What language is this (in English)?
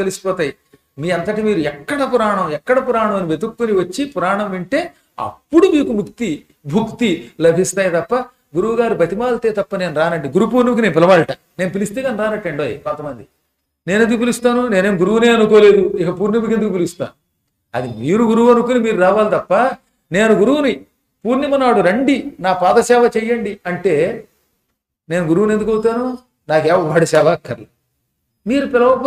Telugu